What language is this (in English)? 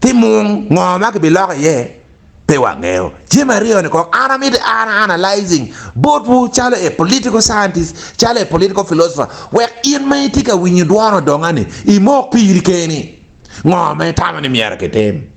Acoli